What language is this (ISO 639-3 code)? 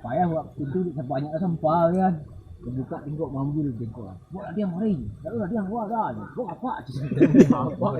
min